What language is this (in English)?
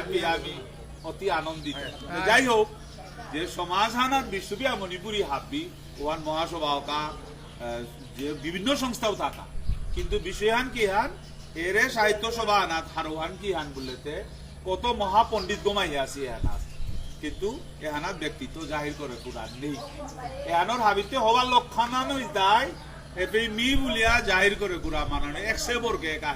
Bishnupriya